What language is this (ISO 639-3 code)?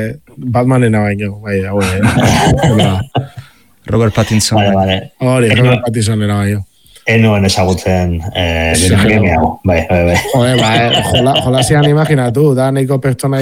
eus